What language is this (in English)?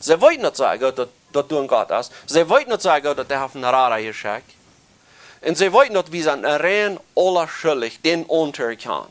Plautdietsch